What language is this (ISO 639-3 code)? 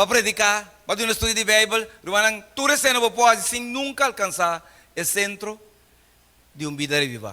pap